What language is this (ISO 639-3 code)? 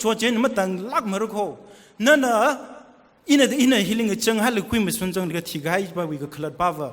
nmf